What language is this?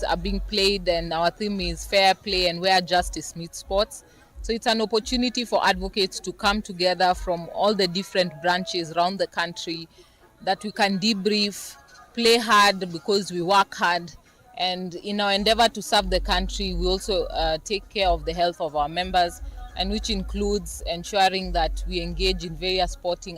Kamba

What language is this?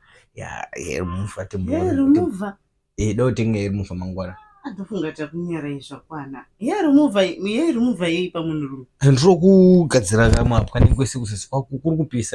Shona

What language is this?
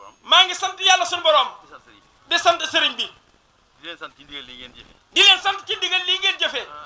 Wolof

